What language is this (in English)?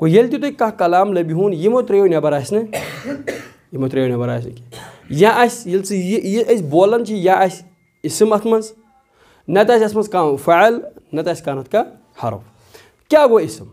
Kashmiri